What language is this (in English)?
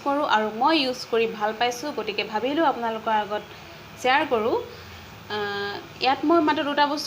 Assamese